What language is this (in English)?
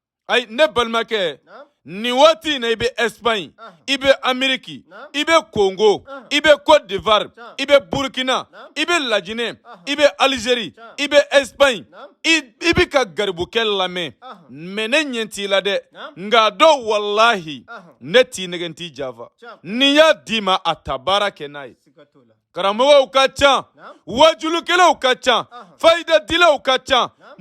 Bambara